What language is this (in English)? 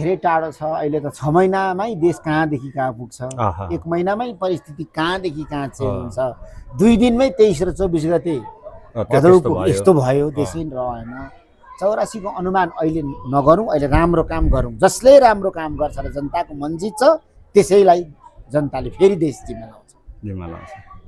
Nepali